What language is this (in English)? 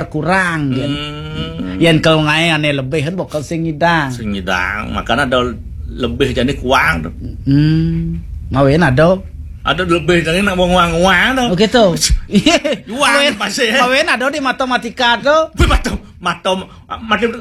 Balinese